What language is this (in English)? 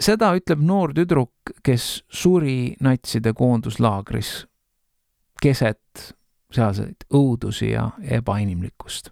Estonian